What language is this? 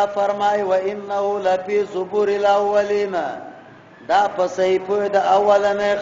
Pashto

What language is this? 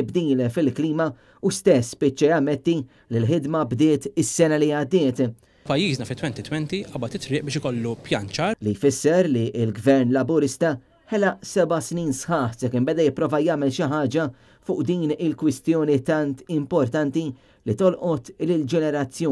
Maltese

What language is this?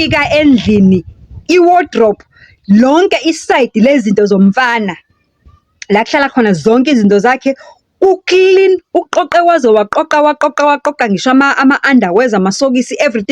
Zulu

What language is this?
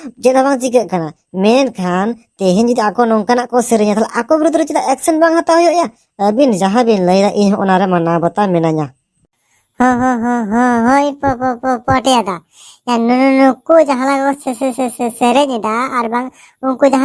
Santali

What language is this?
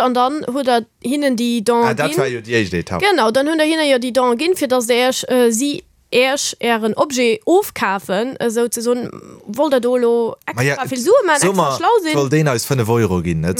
Luxembourgish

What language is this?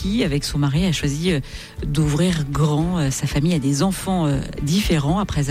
French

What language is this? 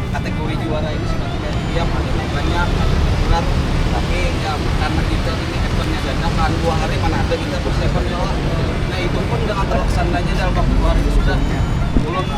Banjar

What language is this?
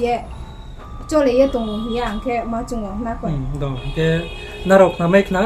Riang (India)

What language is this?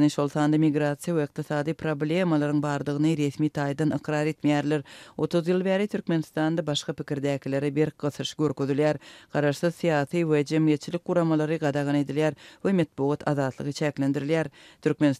Turkmen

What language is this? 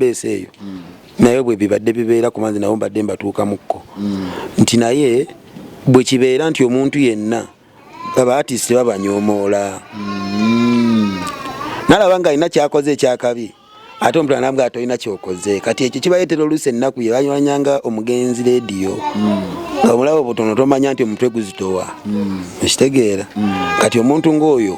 Ganda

